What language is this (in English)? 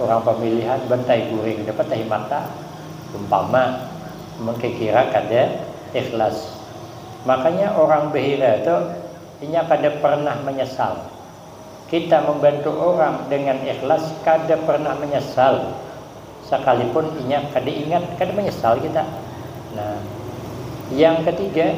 Banjar